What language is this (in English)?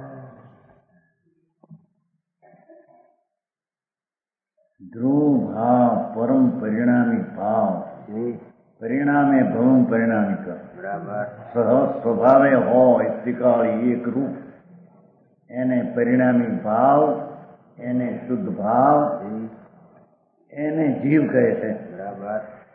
Gujarati